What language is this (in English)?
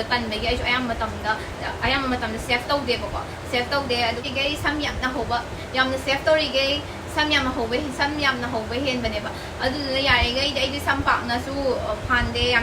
Manipuri